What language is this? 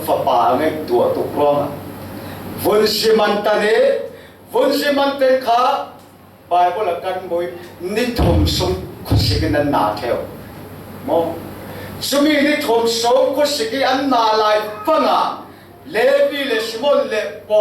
Falam Chin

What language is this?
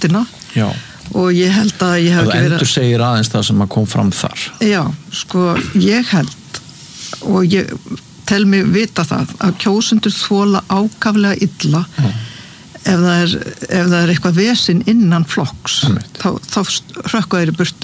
Icelandic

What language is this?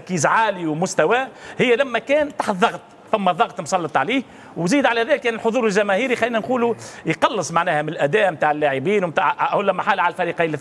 Tunisian Arabic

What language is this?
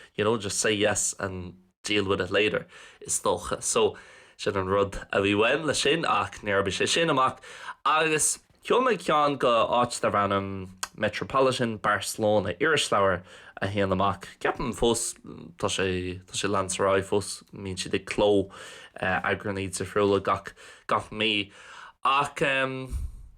Irish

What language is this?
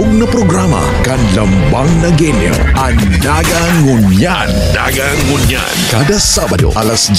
Bikol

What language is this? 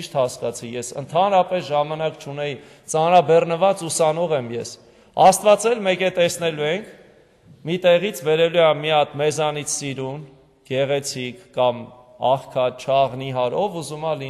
Armenian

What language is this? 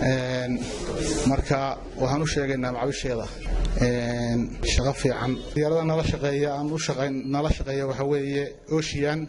Somali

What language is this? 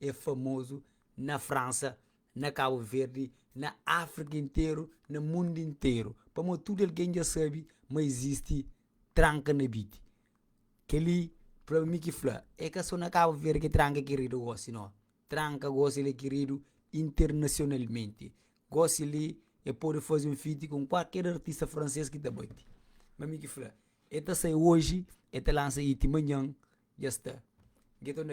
Kabuverdianu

